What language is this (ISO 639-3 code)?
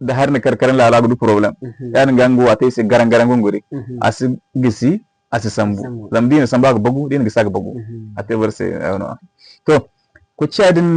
dje